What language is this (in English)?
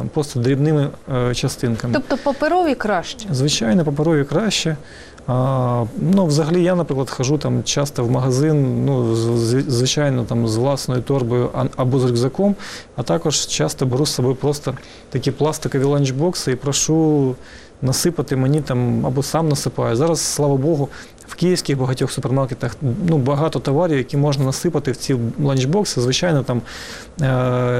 Ukrainian